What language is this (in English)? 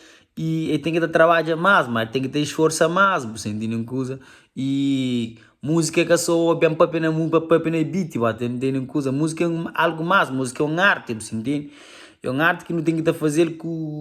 Kabuverdianu